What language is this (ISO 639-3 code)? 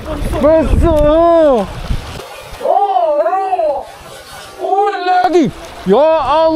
msa